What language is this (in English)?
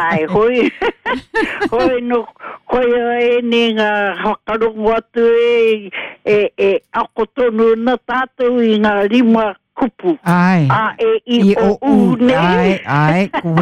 Māori